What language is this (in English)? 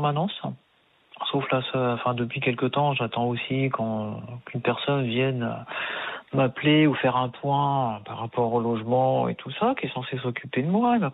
French